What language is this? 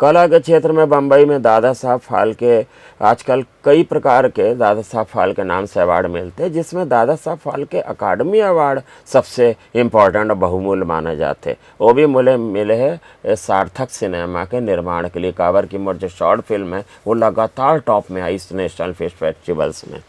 Chhattisgarhi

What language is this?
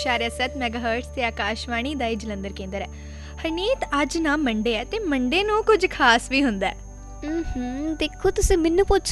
Punjabi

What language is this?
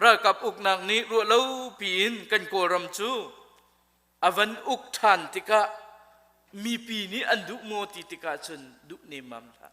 Hakha Chin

